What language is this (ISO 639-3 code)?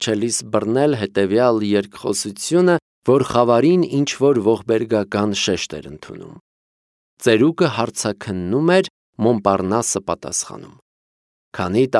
hye